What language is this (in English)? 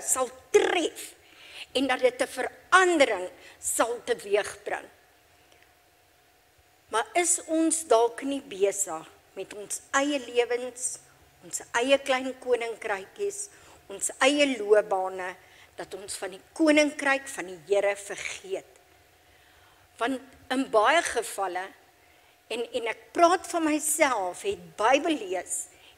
Afrikaans